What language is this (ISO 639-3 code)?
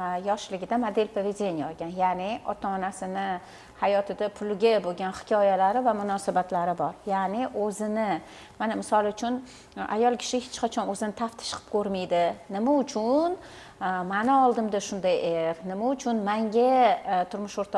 uzb